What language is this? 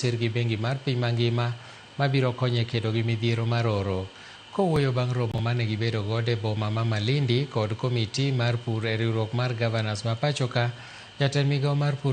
Luo (Kenya and Tanzania)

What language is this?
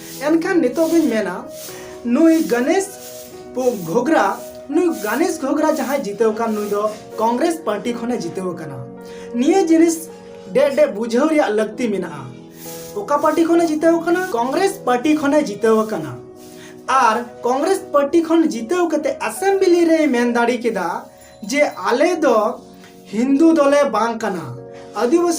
Santali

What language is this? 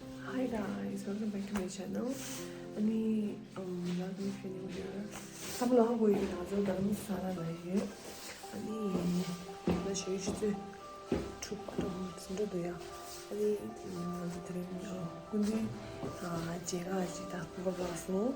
Tibetan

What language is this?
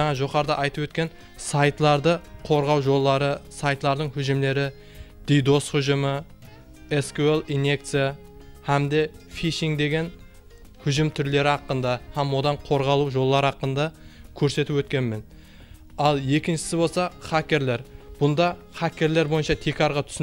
Kara-Kalpak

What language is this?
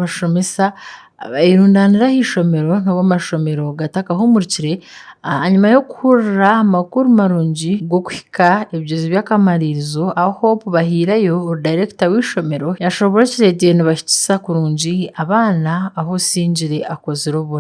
Nyankole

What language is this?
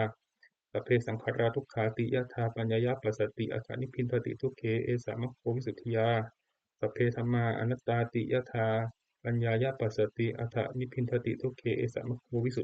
Pali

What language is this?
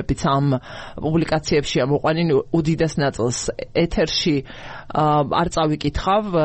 Georgian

